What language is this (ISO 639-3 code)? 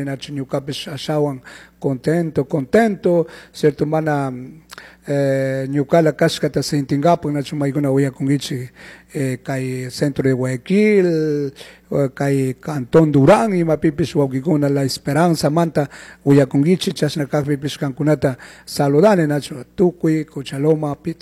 qug